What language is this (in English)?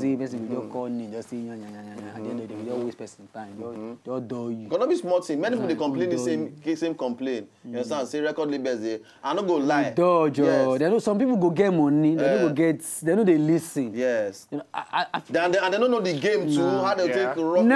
Nigerian Pidgin